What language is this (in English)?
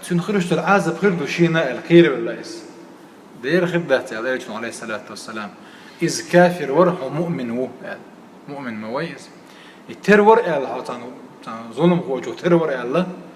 Chechen